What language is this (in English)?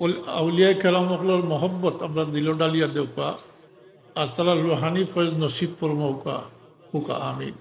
Sylheti